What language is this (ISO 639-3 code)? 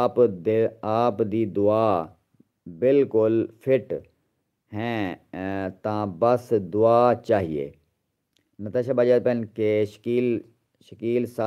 skr